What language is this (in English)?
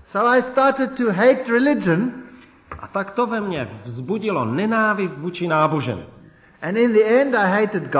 Czech